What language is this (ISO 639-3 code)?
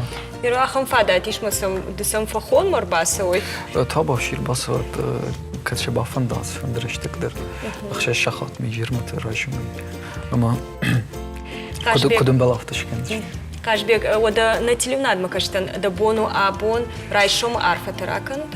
oss